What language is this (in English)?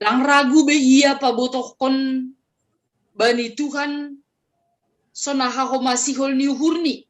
Batak Simalungun